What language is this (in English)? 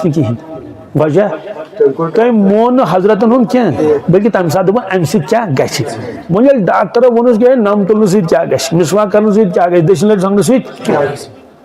Kashmiri